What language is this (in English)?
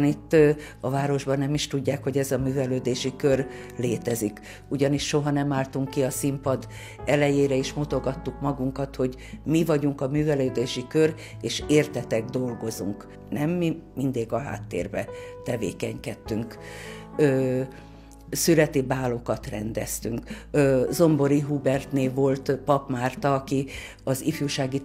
Hungarian